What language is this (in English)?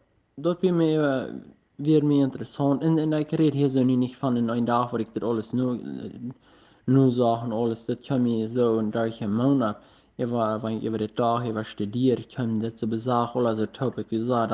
Plautdietsch